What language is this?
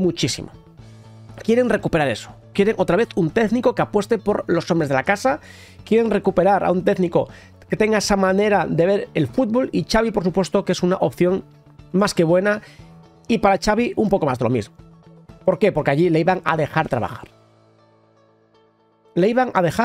Spanish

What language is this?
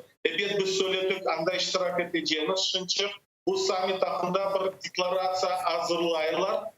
Crimean Tatar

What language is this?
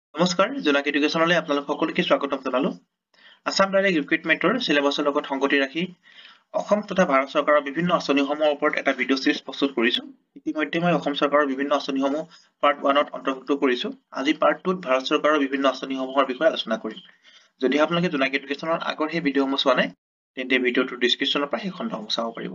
Assamese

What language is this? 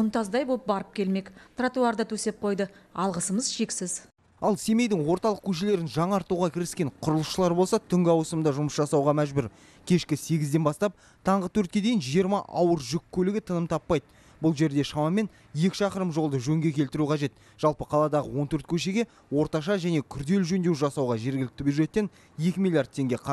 Kazakh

